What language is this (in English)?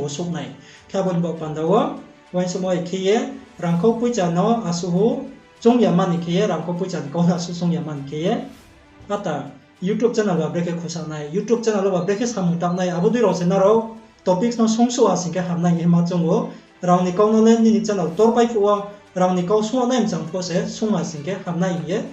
Riang (India)